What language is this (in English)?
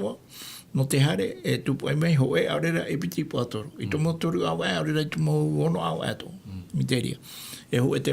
Tahitian